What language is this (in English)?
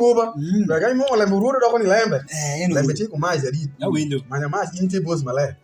Alur